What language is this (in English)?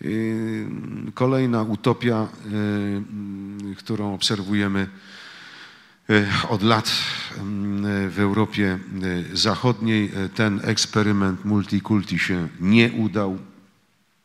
Polish